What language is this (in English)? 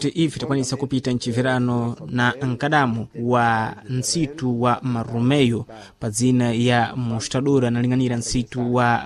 Sena